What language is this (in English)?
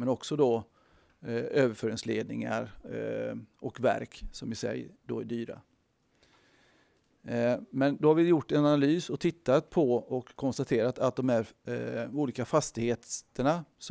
Swedish